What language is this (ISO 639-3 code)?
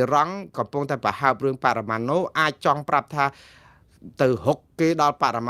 khm